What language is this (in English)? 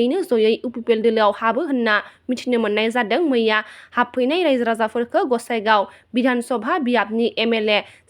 Bodo